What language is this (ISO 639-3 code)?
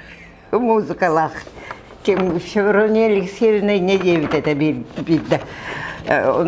sah